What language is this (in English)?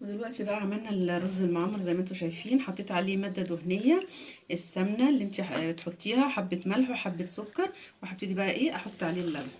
Egyptian Arabic